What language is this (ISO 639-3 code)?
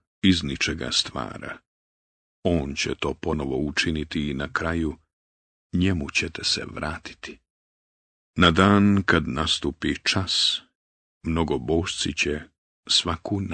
bos